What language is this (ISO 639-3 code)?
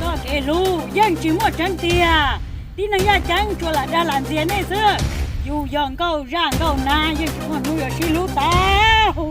hmn